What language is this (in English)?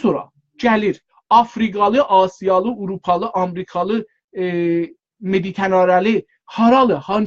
South Azerbaijani